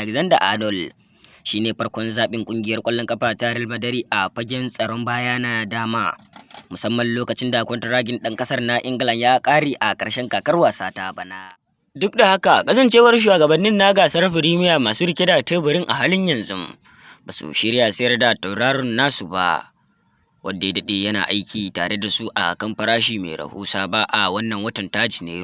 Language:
Hausa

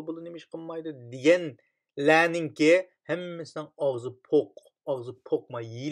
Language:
Uyghur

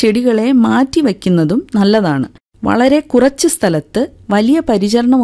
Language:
Malayalam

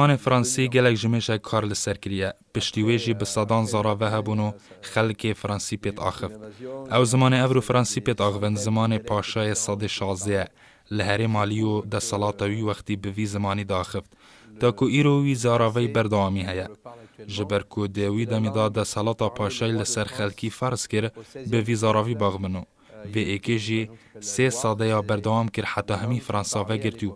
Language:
Kurdish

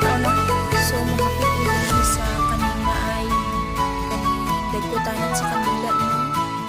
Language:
Cebuano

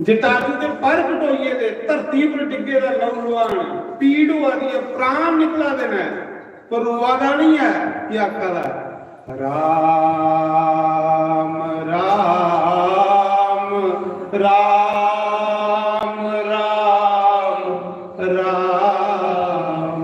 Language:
Dogri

